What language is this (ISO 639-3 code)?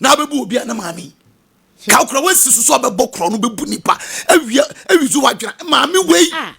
aka